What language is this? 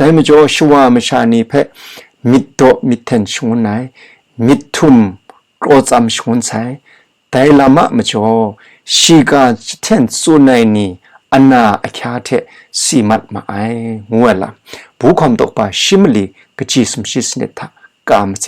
Kachin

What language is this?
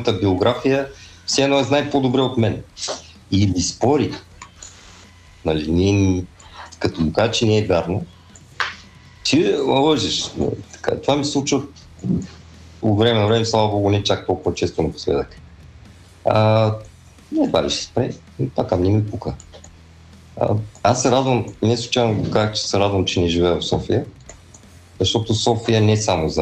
Bulgarian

